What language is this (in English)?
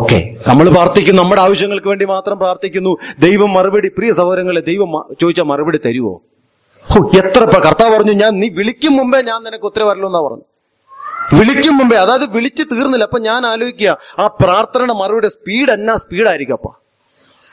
Malayalam